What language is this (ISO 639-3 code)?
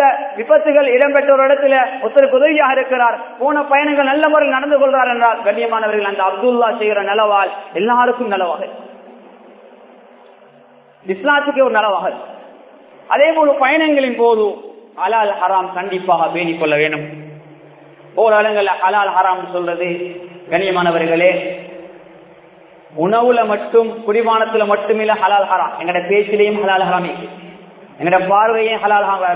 tam